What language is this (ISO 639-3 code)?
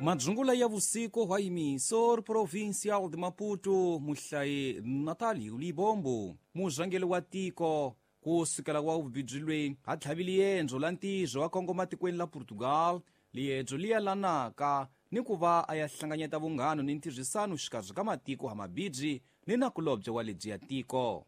tso